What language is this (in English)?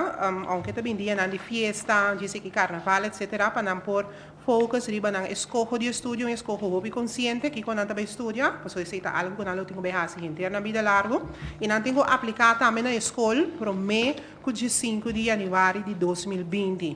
Papiamento